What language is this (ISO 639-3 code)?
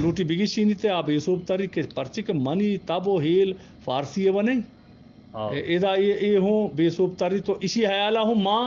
bgp